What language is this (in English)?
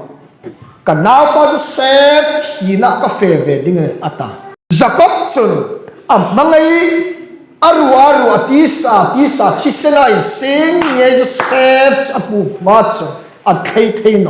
Hmar